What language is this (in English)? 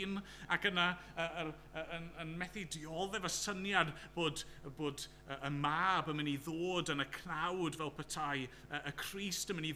Welsh